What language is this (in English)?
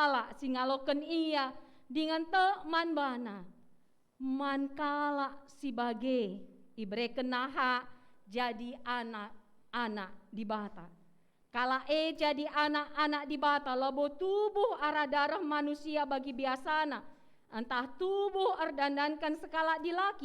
Batak Karo